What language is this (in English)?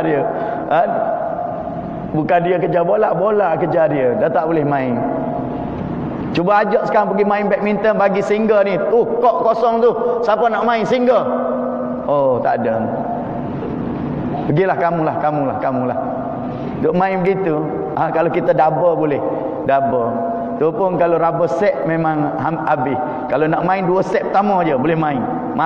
Malay